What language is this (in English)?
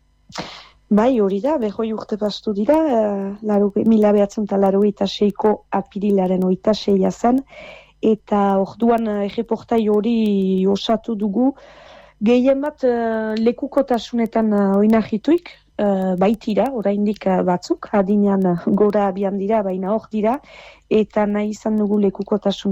Basque